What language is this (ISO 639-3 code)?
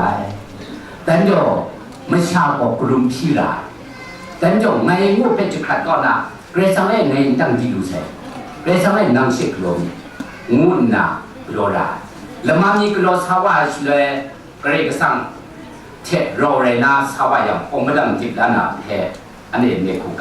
kac